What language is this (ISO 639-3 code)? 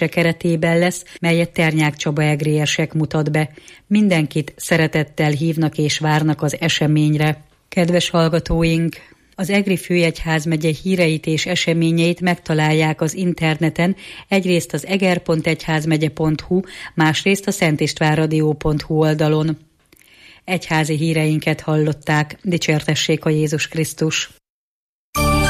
hun